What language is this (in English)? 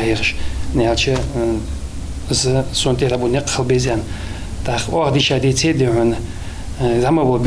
Ingush